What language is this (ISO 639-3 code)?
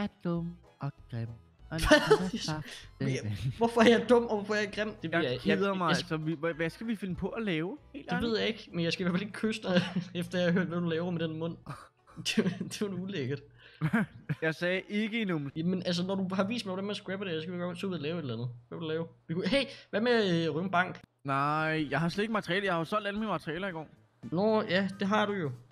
dan